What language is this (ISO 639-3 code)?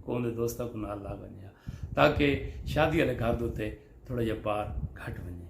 skr